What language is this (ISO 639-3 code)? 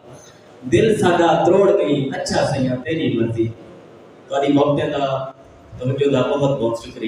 skr